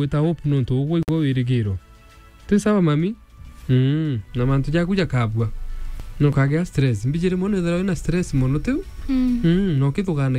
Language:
Meru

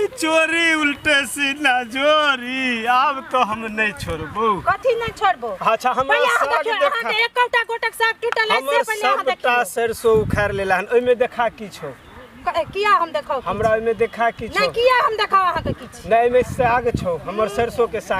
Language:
Maithili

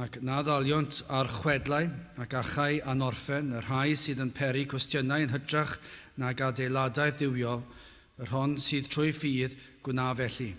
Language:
Welsh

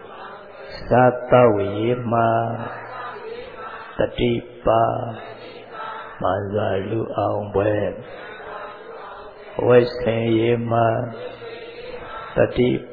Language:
Burmese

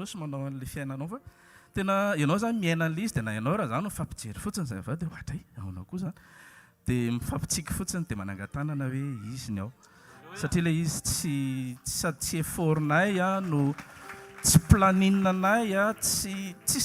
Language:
Malagasy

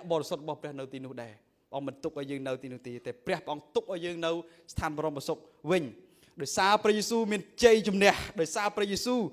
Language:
Khmer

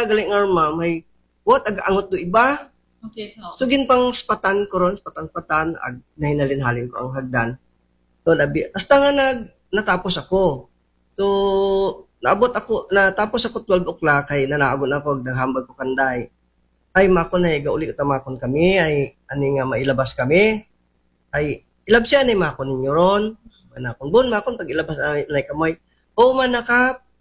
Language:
Aklanon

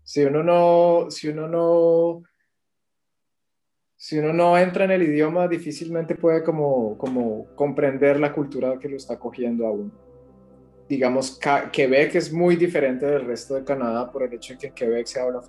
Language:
Spanish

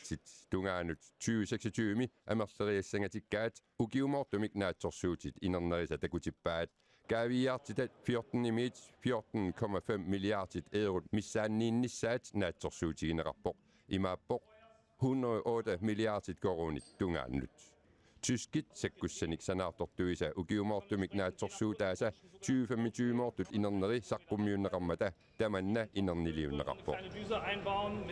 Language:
Kalaallisut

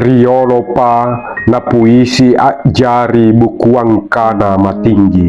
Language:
Makasar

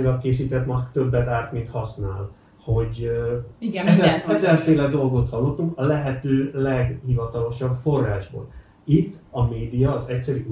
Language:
Hungarian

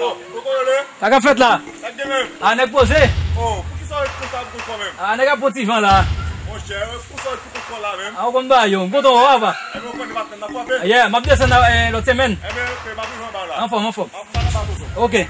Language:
Haitian Creole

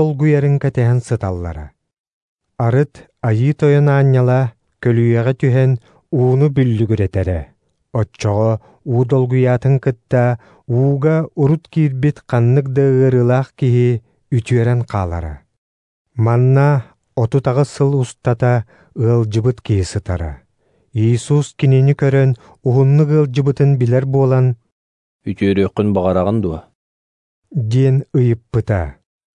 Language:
Yakut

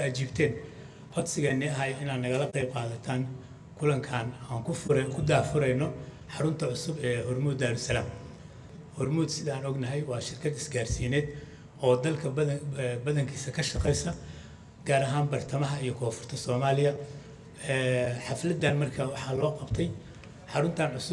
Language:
Somali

